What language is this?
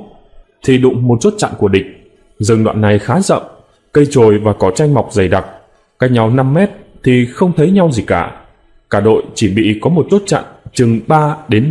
Vietnamese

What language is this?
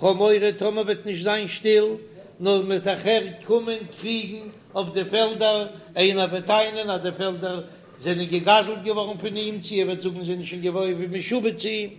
Yiddish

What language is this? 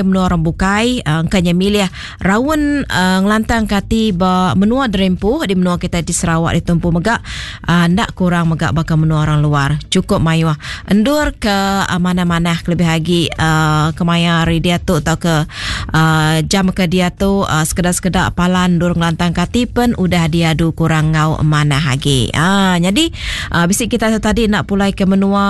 Iban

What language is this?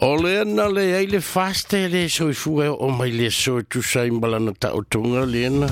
Samoan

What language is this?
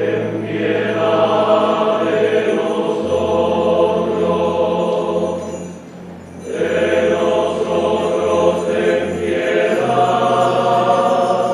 Spanish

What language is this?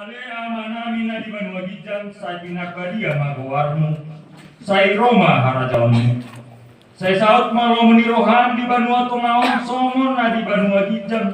Batak Toba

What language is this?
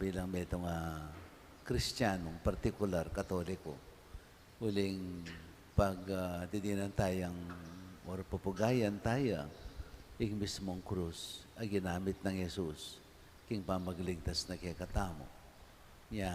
Pampanga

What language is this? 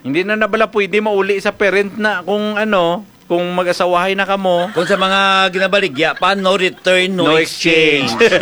Hiligaynon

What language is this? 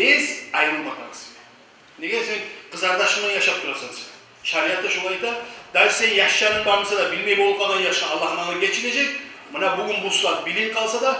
Kumyk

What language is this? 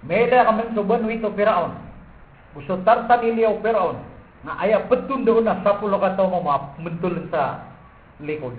Maranao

